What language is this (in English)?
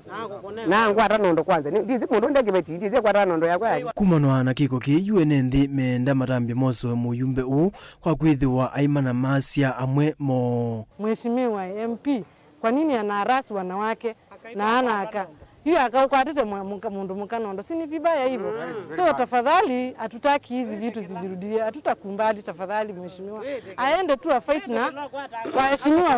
Kamba